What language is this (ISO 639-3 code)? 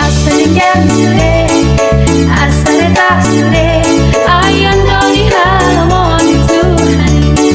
bbc